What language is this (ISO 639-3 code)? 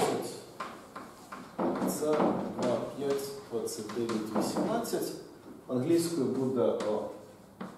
ukr